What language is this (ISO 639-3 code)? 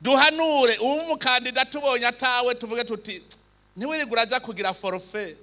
run